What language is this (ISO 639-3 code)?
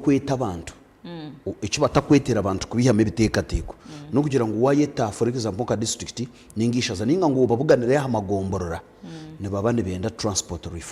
nyn